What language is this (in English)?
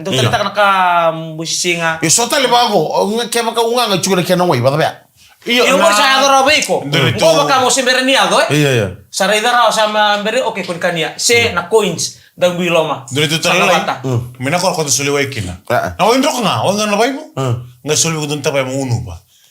Fijian